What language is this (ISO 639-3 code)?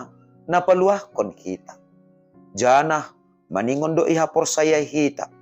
bts